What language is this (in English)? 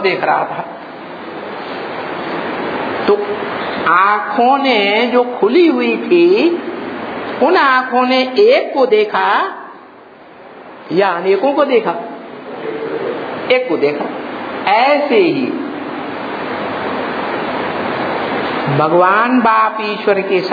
Hindi